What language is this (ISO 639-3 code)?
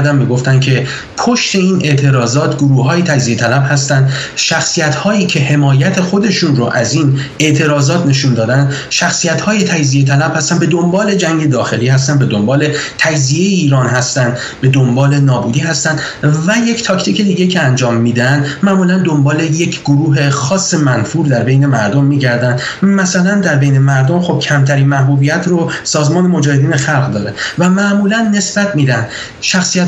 fas